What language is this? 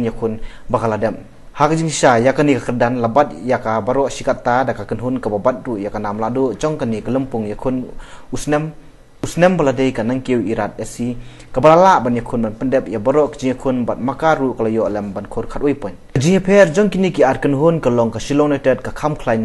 Khasi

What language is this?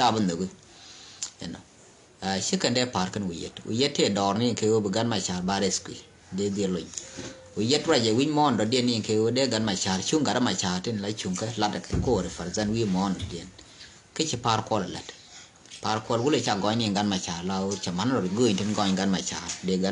Nuer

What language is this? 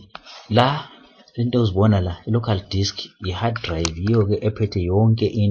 Zulu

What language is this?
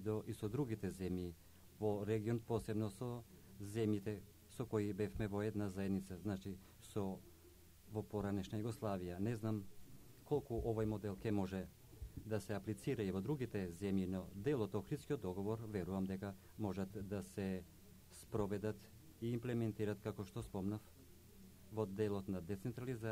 Macedonian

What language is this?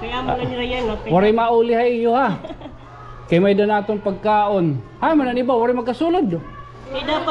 Waray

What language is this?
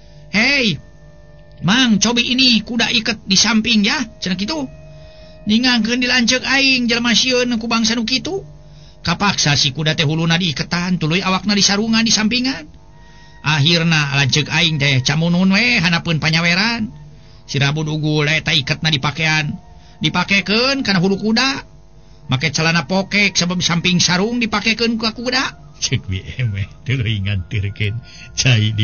Sundanese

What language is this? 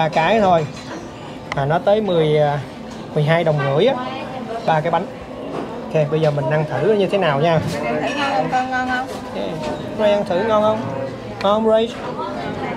Vietnamese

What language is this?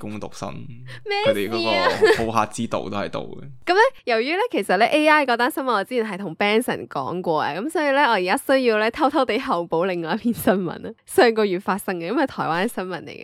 Cantonese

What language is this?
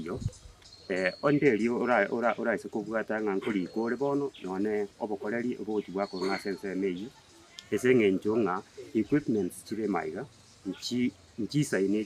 Gusii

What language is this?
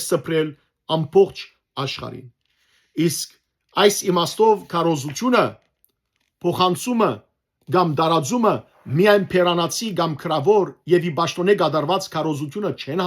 Western Armenian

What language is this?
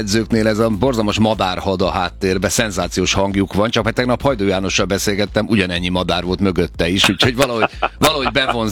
Hungarian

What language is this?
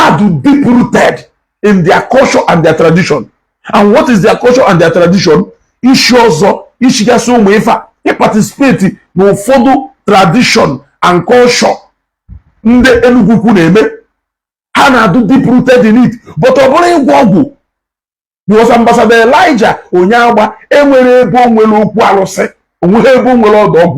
Igbo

